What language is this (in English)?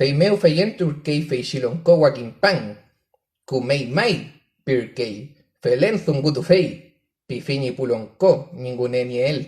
Mapuche